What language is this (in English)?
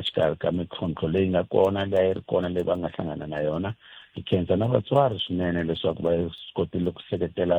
Tsonga